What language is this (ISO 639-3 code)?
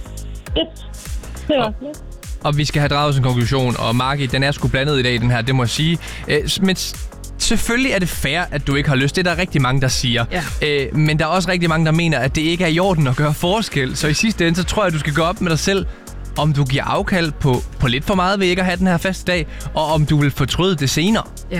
dan